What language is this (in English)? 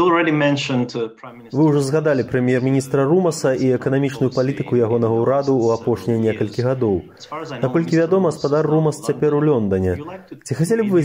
Belarusian